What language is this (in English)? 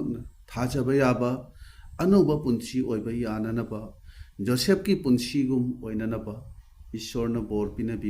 Manipuri